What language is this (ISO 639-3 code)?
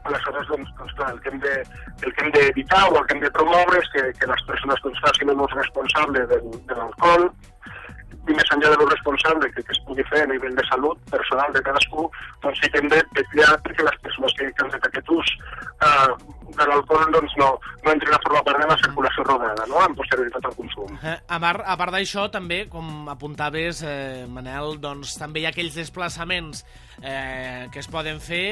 cat